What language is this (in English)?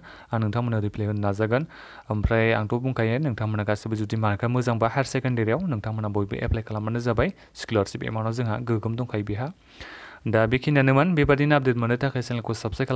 Bodo